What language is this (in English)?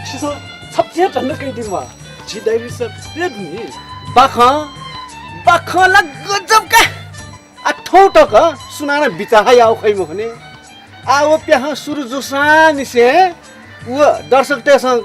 Newari